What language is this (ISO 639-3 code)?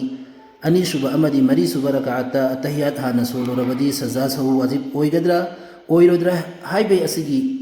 mni